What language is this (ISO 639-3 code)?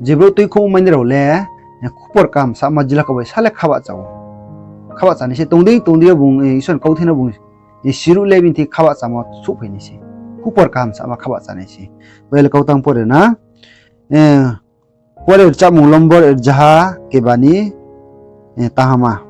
ria